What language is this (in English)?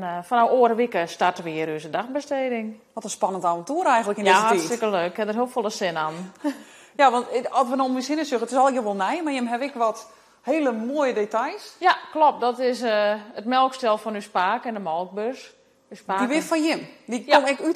Western Frisian